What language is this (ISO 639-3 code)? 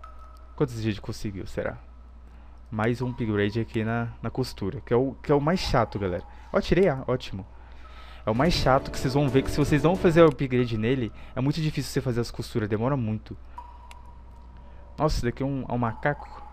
por